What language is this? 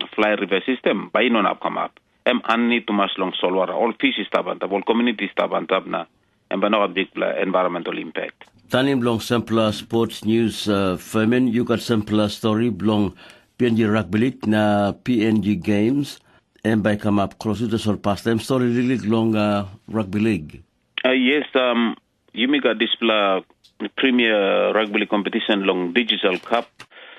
Tok Pisin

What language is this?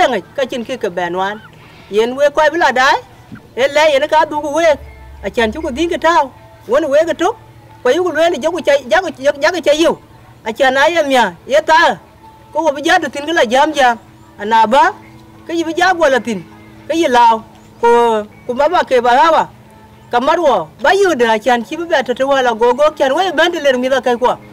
Dinka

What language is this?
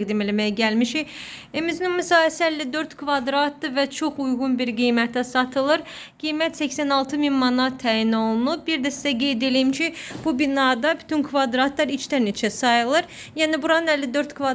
Azerbaijani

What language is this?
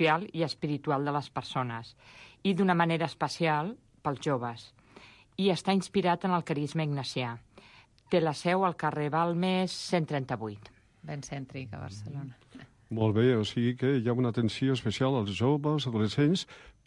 Catalan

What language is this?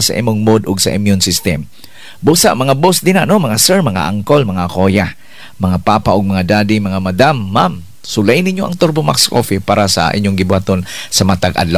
Cebuano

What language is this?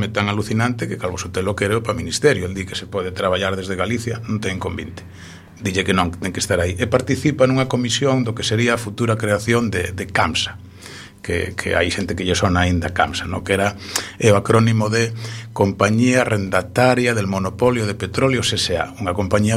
Galician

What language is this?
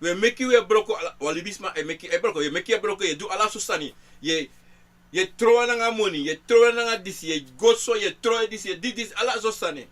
Sranan Tongo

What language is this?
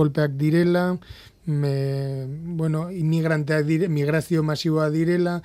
Basque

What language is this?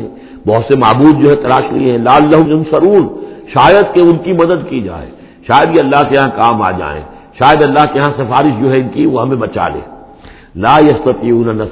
Urdu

